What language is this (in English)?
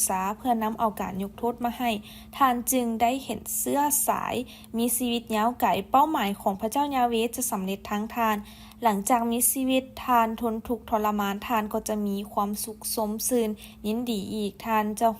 Lao